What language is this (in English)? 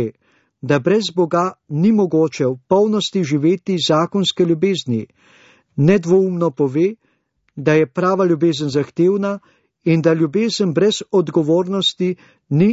Slovenian